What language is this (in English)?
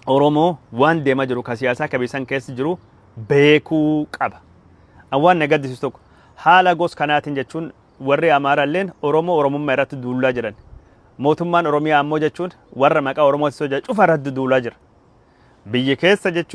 Oromo